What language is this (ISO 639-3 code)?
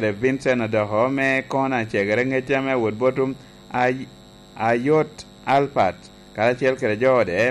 laj